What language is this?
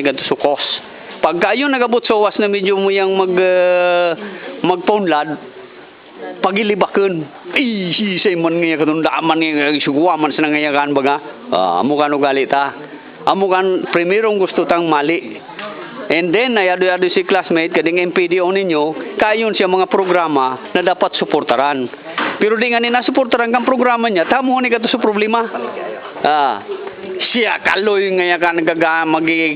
Bikol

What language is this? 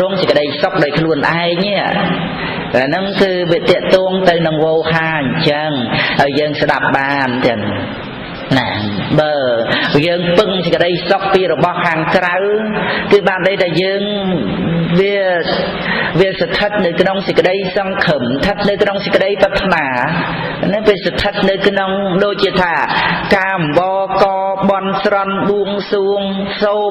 Khmer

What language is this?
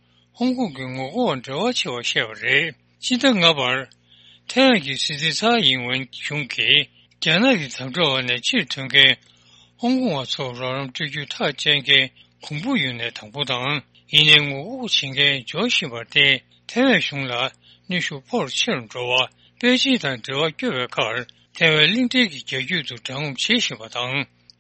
Tibetan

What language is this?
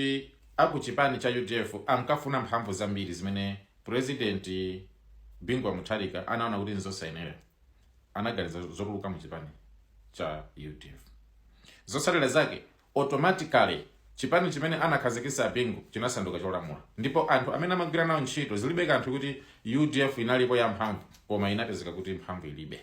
Nyanja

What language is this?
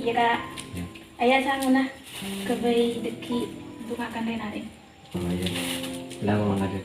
Madurese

